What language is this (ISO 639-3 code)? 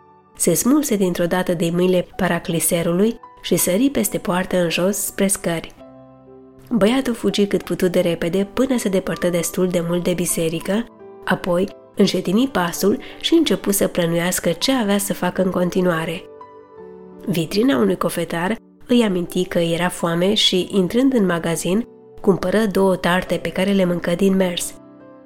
ron